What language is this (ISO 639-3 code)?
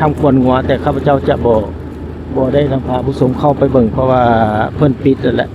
lao